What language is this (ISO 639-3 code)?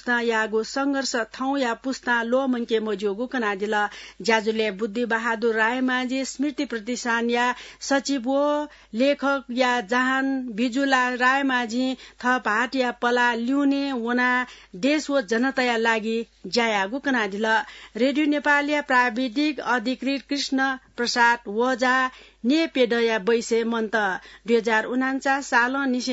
new